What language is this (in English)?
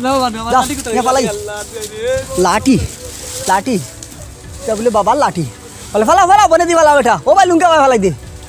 Sylheti